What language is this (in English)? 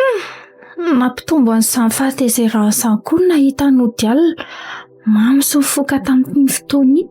Malagasy